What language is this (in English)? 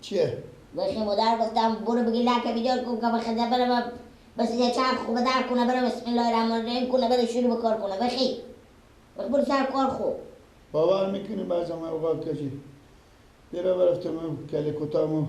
Persian